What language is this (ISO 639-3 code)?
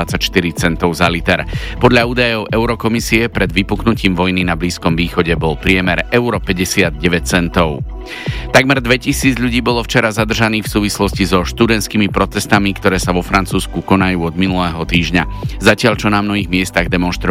slk